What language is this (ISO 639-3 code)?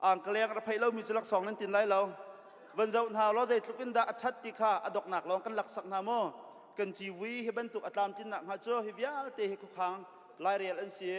cnh